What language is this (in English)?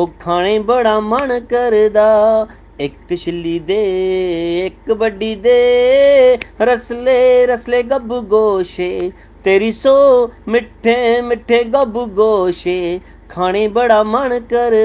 Dogri